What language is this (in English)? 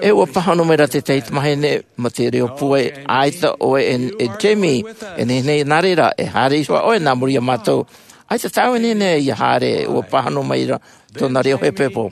Tahitian